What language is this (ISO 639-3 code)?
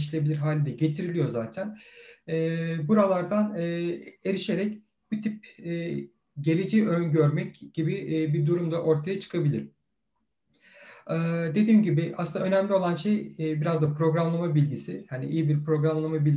tur